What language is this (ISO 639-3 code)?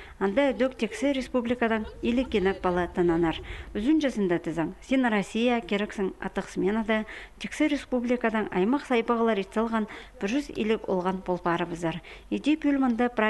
kjh